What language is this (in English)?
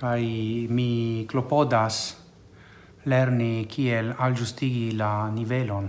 Esperanto